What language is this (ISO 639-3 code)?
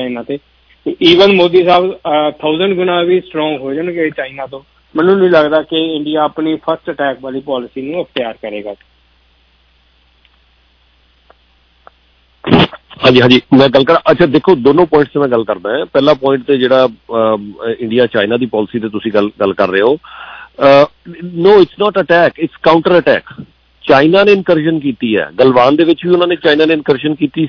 pan